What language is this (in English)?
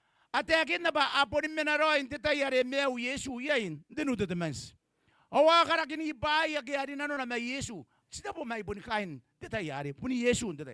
Gilbertese